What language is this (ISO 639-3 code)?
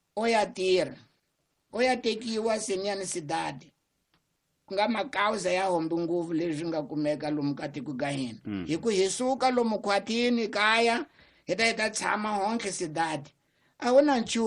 tso